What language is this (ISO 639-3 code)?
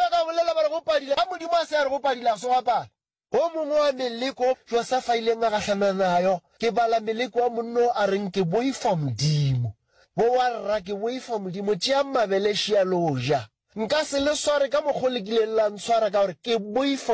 nso